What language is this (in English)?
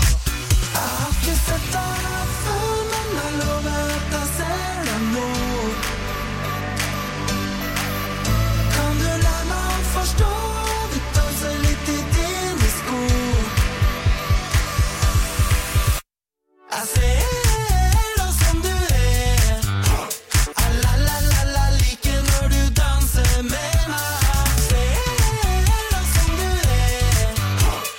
Norwegian